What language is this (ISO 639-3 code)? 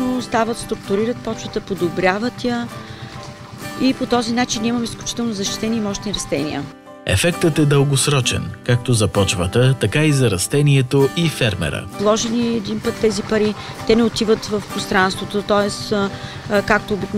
bul